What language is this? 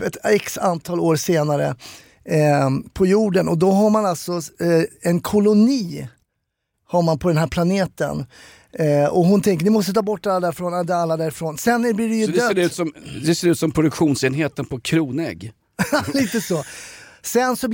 Swedish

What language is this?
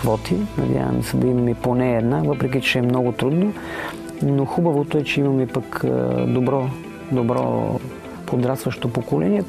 Bulgarian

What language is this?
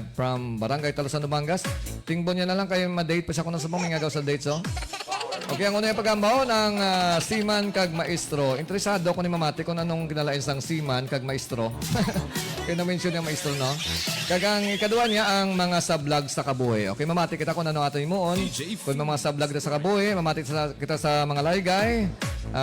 Hiligaynon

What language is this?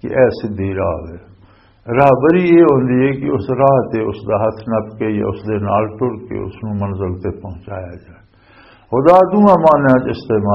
Western Panjabi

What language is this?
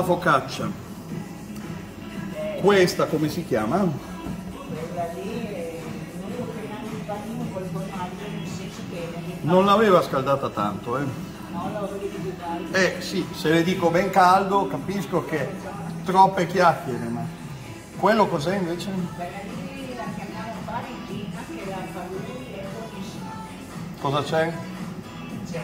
Italian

